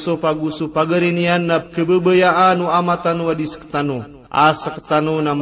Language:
Maranao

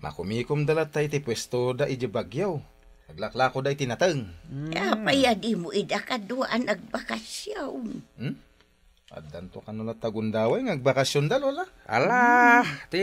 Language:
Iloko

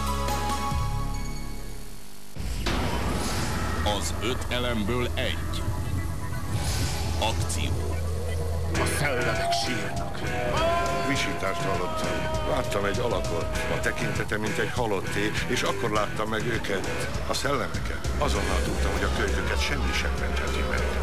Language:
Hungarian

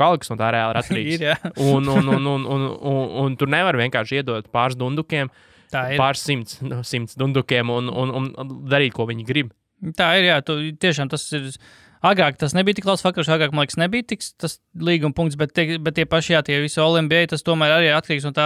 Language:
Latvian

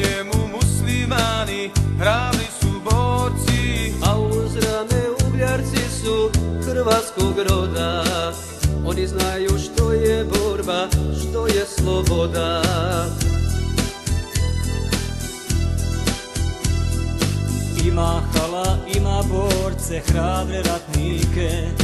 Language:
Croatian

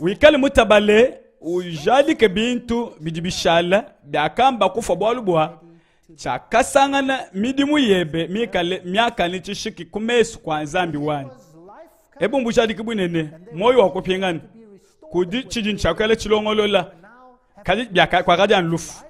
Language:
Luba-Lulua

